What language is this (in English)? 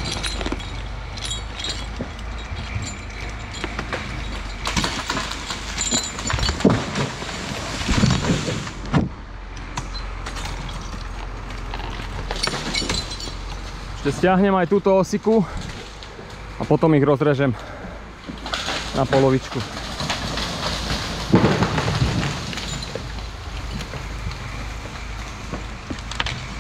Slovak